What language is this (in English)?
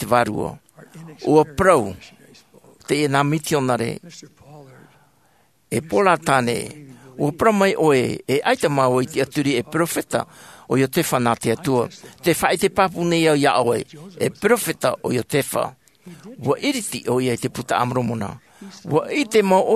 Tahitian